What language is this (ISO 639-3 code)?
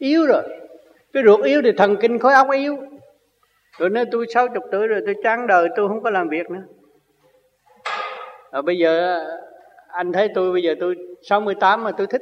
vie